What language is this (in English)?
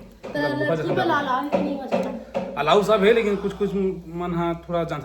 Chhattisgarhi